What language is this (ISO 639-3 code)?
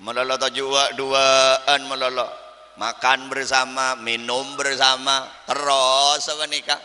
mad